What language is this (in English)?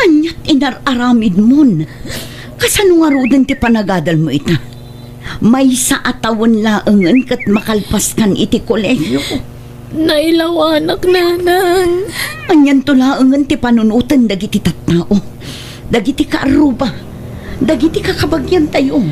Iloko